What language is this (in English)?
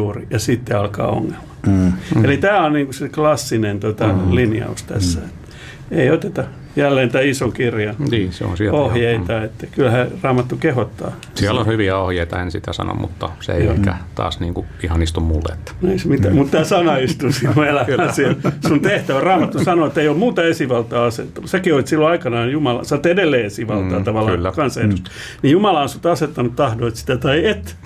Finnish